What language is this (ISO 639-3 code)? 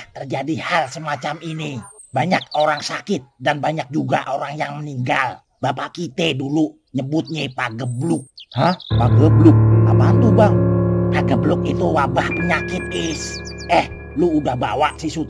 bew